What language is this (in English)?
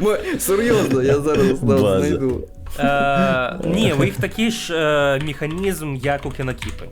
Belarusian